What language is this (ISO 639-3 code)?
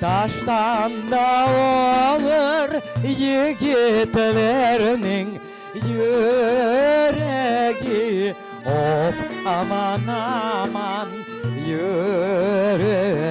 crh